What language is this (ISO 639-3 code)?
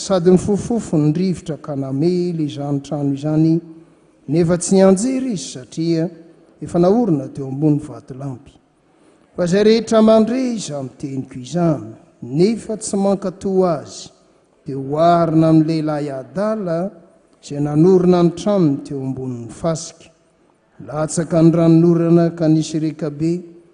mlg